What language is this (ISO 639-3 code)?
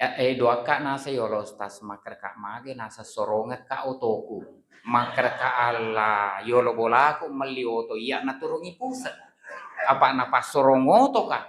bug